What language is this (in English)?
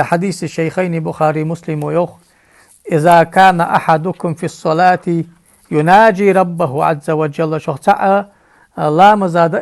Ingush